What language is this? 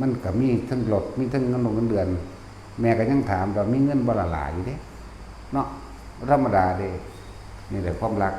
Northeastern Thai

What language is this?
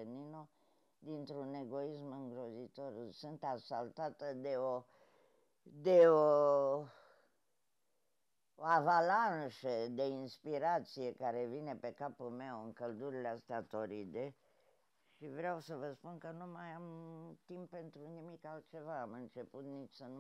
Romanian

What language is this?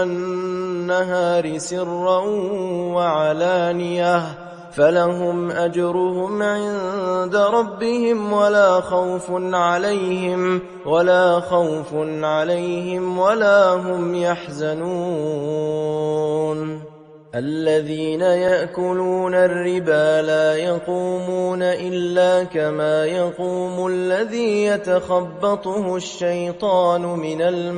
Arabic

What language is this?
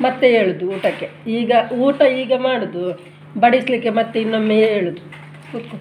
Tulu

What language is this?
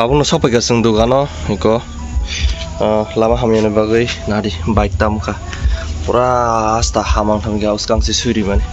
Kok Borok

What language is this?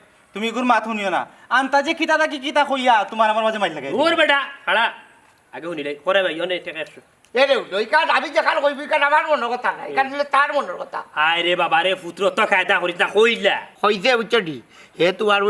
Sylheti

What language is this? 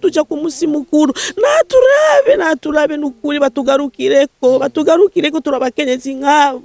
Rundi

